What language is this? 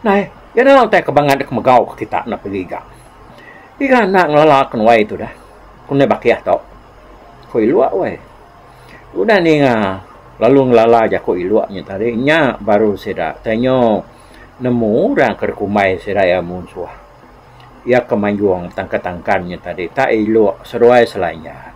Iban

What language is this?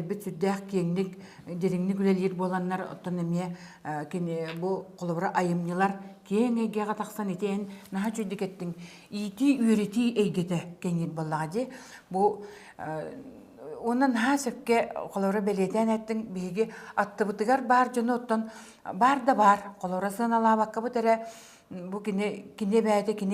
Yakut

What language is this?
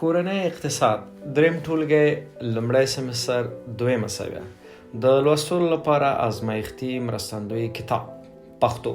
Pashto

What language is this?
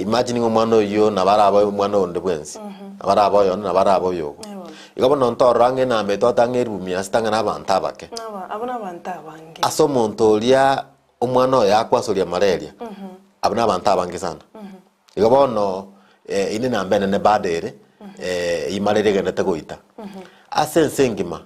Gusii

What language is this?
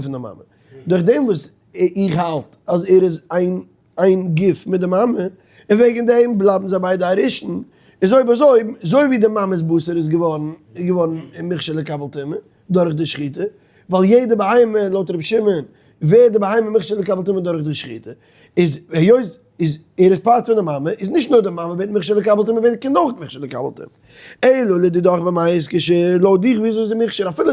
Yiddish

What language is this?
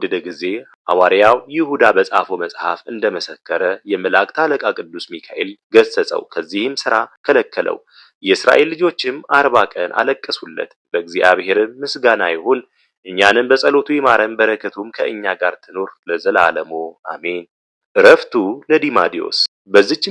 Amharic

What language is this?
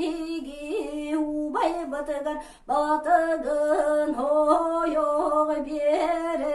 Yakut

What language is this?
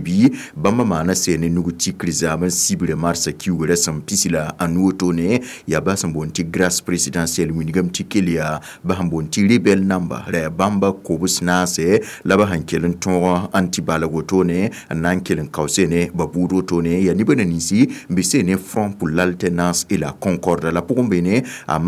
Mossi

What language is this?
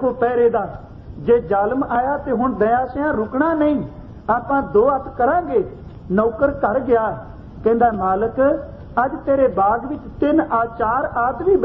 Punjabi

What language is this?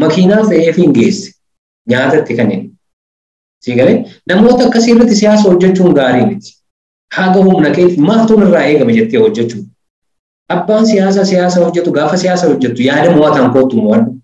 Oromo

